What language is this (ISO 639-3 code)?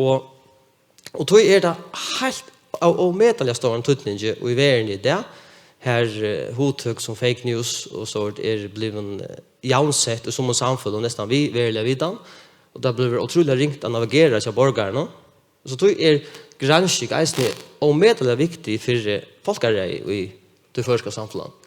fao